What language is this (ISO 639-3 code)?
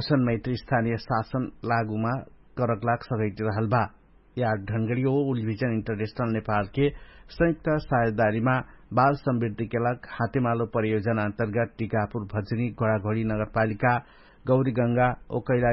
thl